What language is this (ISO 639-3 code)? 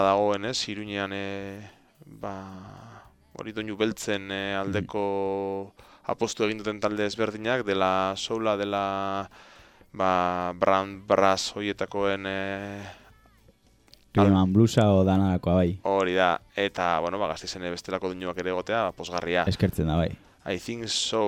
eus